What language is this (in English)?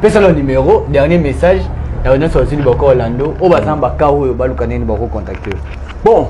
Lingala